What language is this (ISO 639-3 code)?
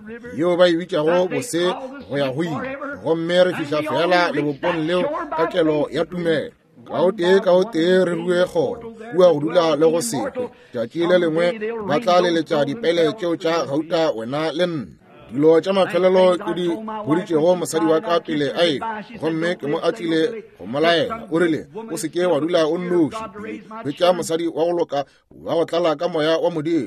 nso